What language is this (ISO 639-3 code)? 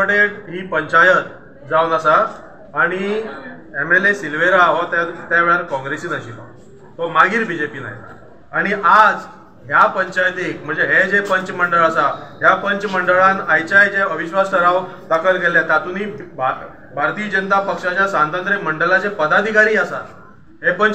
kok